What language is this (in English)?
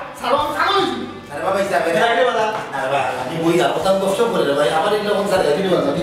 Sylheti